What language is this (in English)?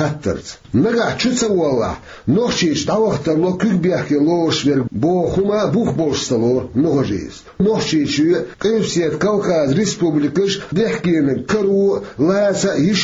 Chechen